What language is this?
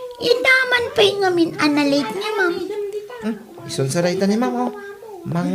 Iloko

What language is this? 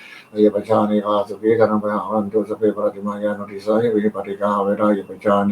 Pali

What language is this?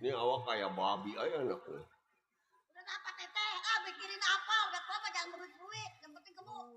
Betawi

